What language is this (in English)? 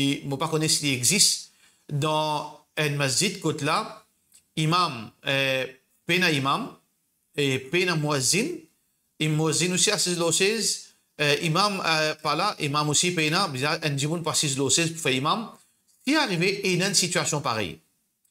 Morisyen